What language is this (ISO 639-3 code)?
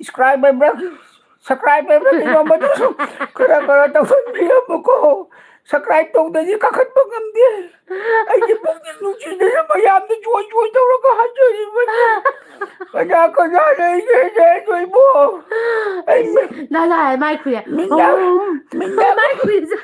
mni